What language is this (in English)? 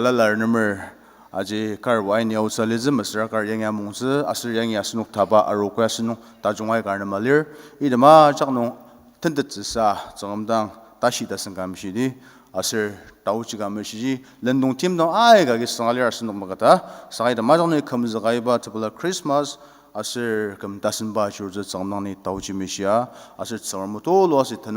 Ao Naga